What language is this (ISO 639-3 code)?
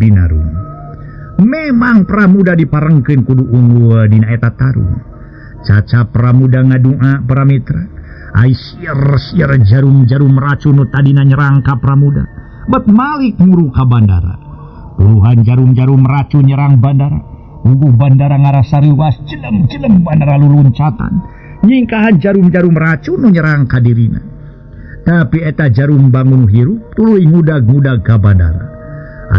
sun